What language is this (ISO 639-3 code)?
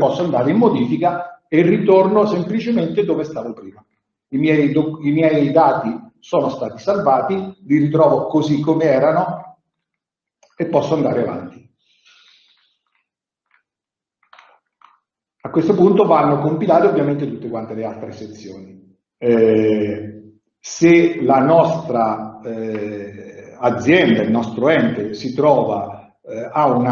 ita